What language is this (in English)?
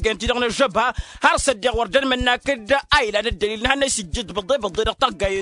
Tamasheq